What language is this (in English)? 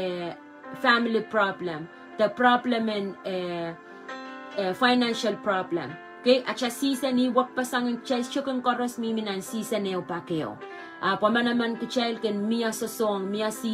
Pohnpeian